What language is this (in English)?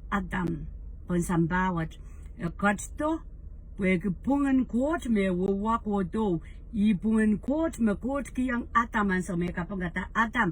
Pohnpeian